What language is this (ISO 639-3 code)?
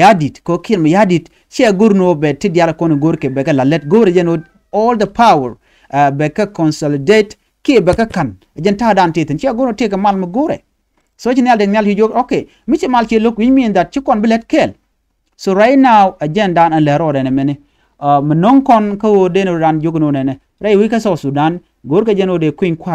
nus